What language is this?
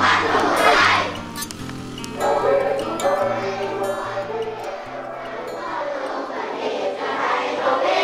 Thai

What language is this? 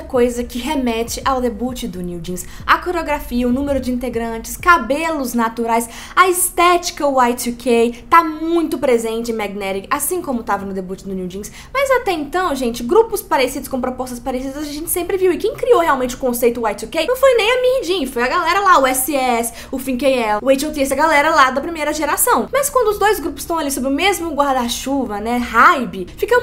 Portuguese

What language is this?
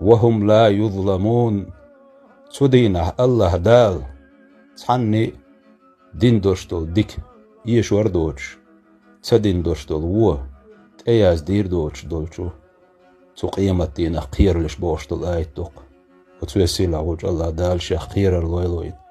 Chechen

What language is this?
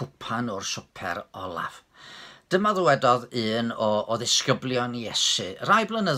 Welsh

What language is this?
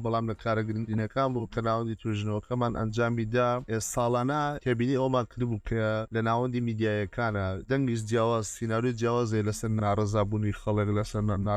Central Kurdish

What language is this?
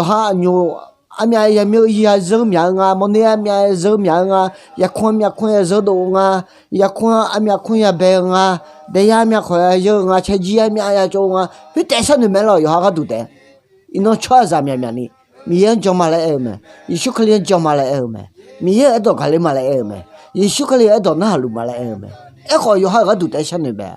Akha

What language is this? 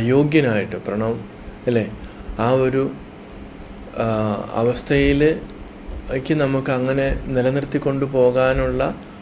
Malayalam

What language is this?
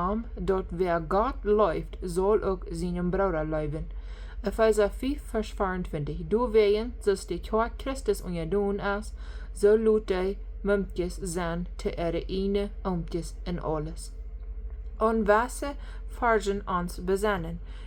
Plautdietsch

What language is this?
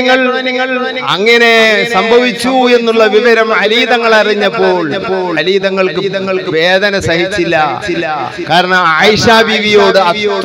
Malayalam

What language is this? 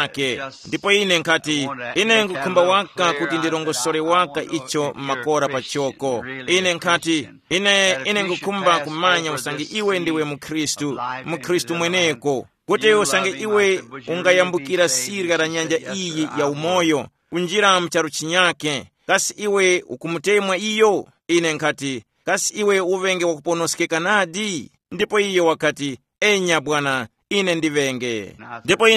Tumbuka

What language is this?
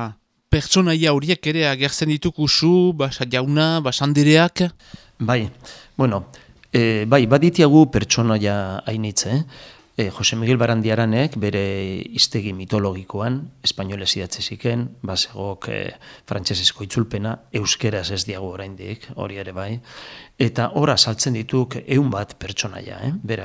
Basque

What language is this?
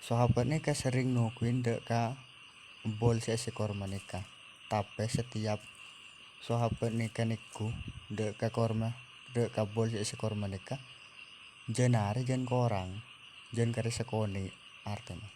Madurese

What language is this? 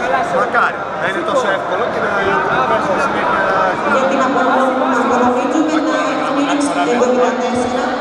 Greek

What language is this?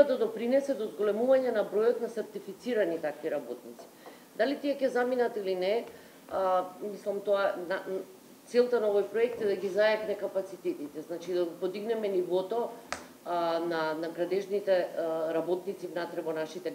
Macedonian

